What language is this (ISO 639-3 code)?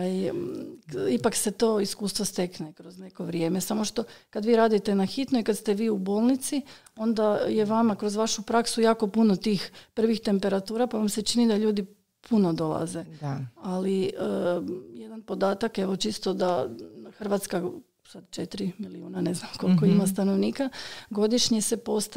hrv